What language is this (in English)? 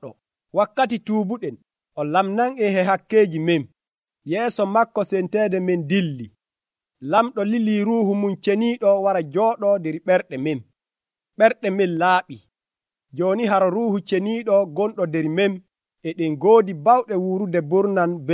Nigerian Fulfulde